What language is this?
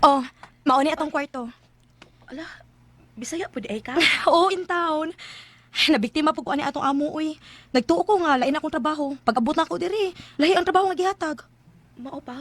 Cebuano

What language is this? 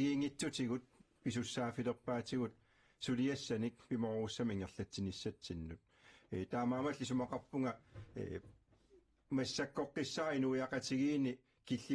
Kalaallisut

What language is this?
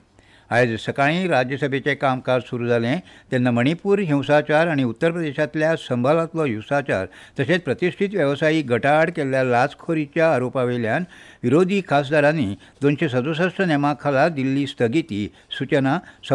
Konkani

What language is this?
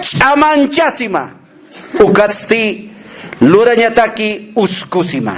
Aymara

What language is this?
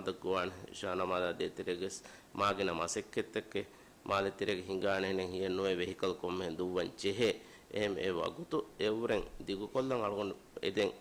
Divehi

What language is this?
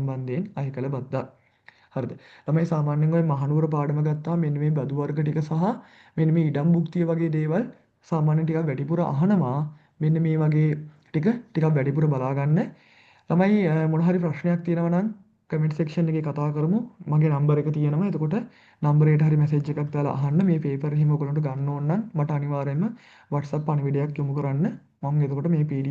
Sinhala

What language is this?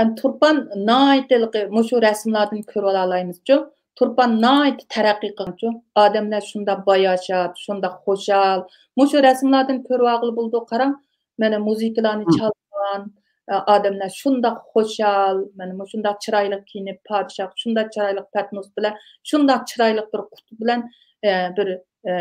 Uyghur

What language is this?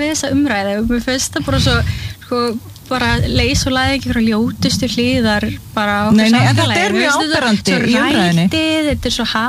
Icelandic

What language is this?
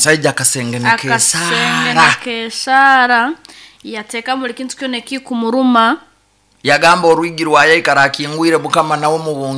Nyoro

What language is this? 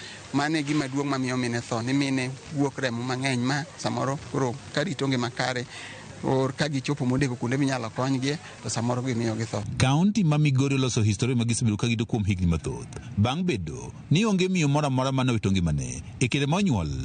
Luo (Kenya and Tanzania)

